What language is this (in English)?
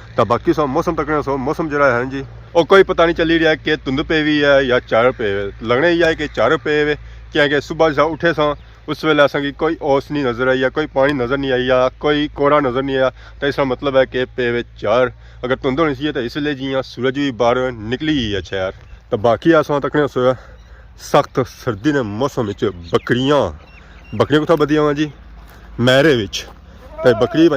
Pahari-Potwari